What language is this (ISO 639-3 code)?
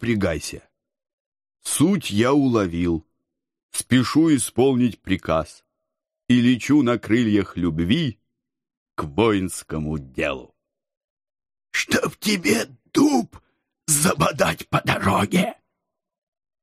rus